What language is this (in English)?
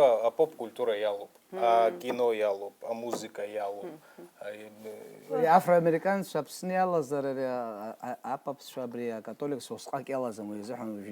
Abkhazian